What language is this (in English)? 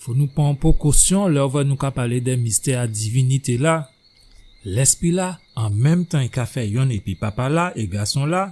Guadeloupean Creole French